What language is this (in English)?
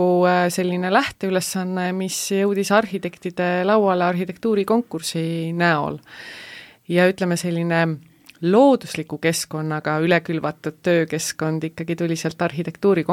Estonian